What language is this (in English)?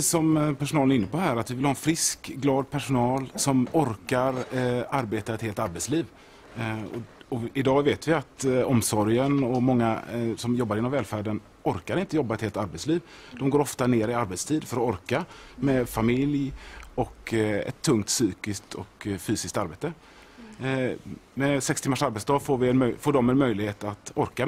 Swedish